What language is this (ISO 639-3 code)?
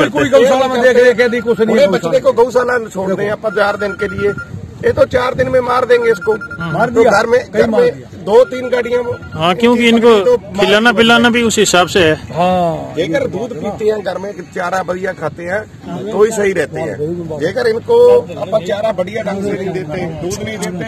hin